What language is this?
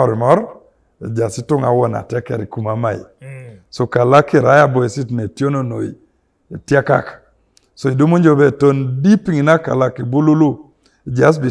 Teso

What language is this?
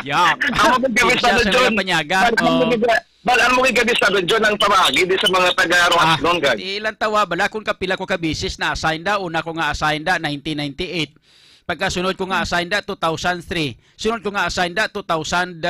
Hiligaynon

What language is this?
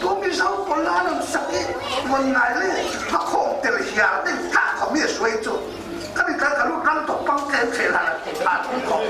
Falam Chin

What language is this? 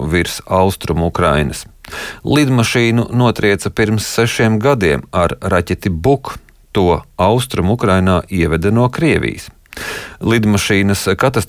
Latvian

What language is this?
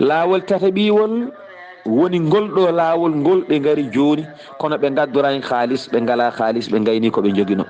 Fula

